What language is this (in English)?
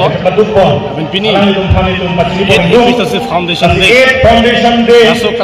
Karbi